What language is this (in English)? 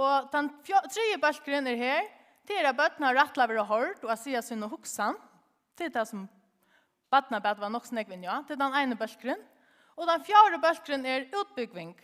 Faroese